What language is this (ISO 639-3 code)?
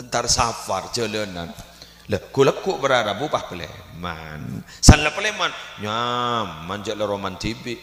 mad